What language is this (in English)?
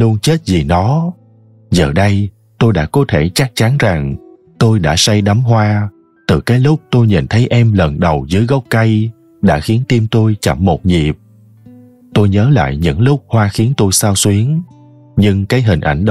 Vietnamese